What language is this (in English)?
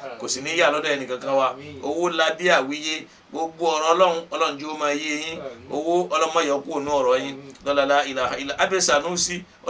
Yoruba